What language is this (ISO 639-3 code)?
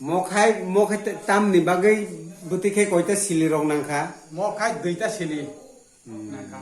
trp